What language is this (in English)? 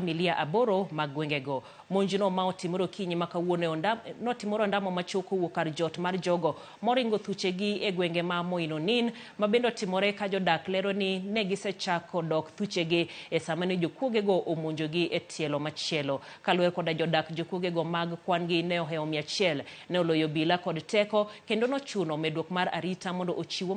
Luo (Kenya and Tanzania)